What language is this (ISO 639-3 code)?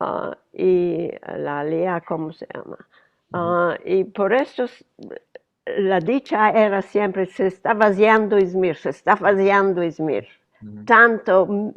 lad